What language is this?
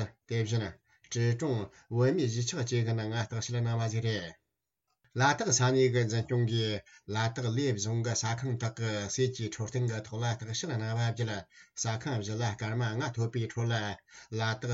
Tibetan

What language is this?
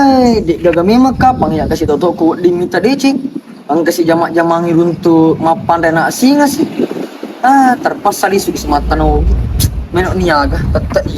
Buginese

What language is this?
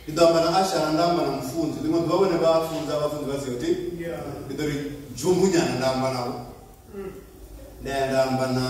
Venda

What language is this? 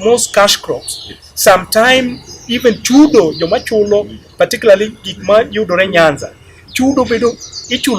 Luo (Kenya and Tanzania)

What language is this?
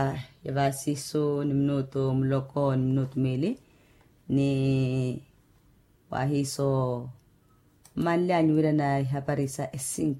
Makhuwa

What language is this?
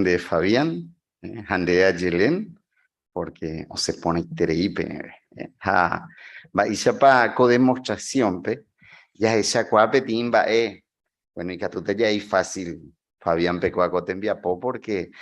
Guarani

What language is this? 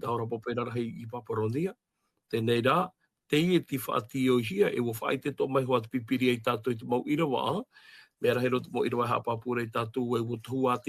Tahitian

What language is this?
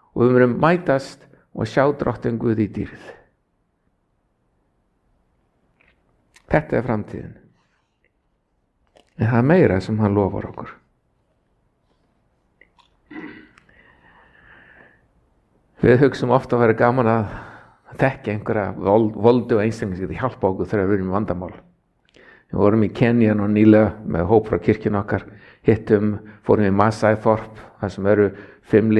Icelandic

